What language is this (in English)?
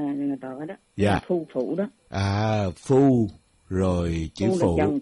Vietnamese